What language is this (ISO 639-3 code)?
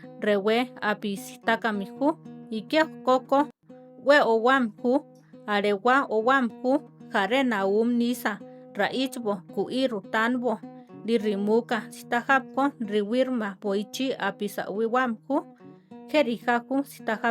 tar